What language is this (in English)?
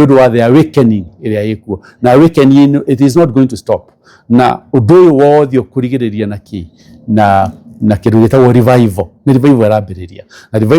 Kikuyu